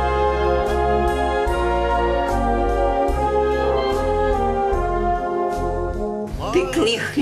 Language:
Ukrainian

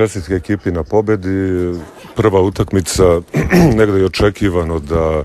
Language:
Serbian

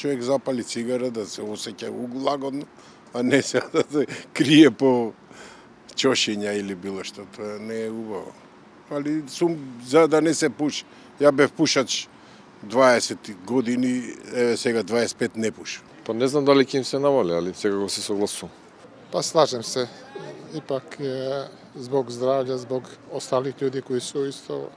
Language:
Macedonian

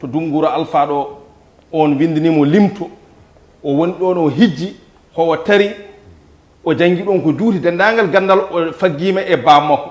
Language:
Fula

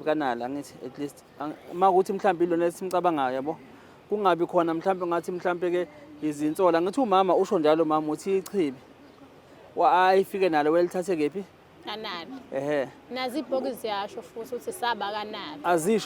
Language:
Zulu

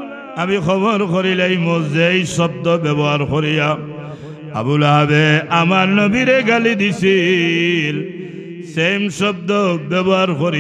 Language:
Sylheti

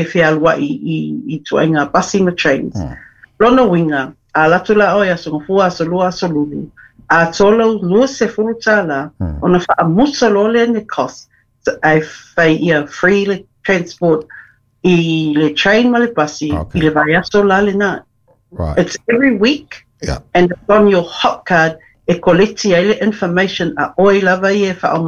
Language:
Samoan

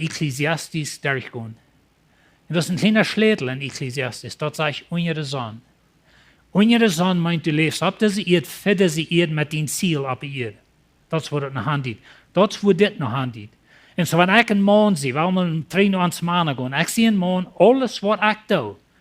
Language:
Plautdietsch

